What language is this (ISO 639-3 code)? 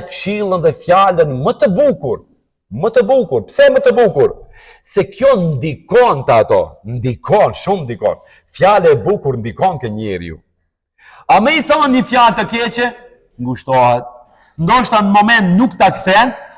sqi